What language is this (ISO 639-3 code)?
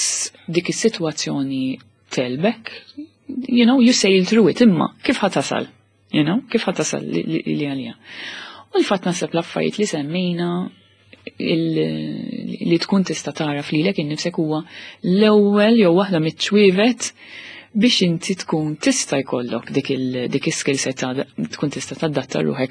mlt